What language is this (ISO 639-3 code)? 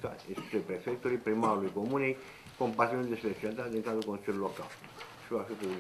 ron